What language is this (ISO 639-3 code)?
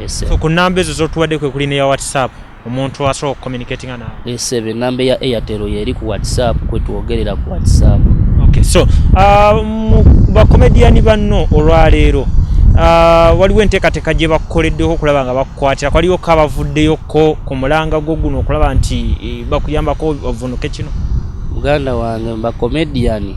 lug